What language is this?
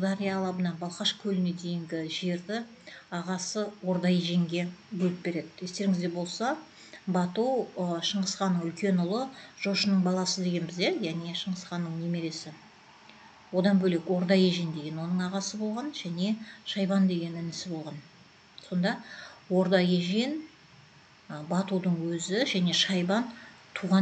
Kazakh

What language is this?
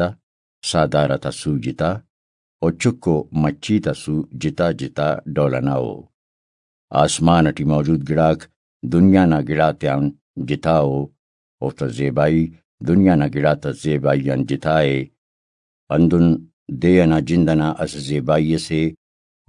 Brahui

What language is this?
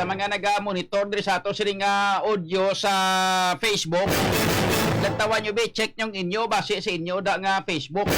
Hiligaynon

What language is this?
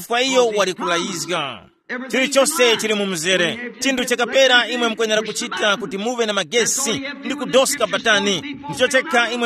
Tumbuka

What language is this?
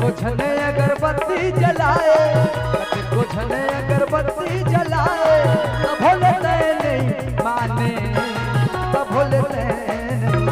Chhattisgarhi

